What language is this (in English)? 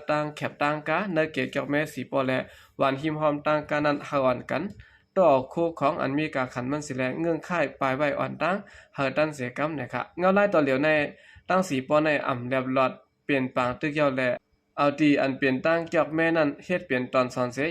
Shan